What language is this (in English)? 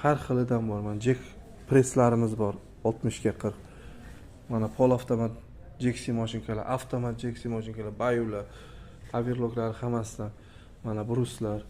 Uzbek